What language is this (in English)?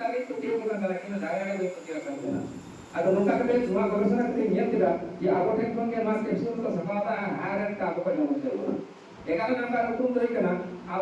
Santali